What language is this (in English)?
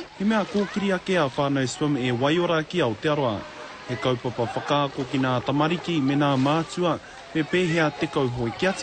Māori